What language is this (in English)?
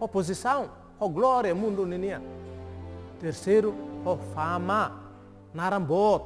Tetum